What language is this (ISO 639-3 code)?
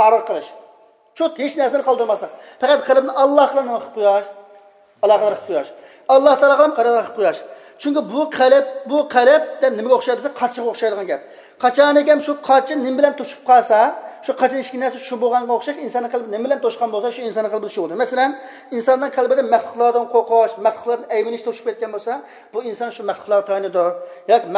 uig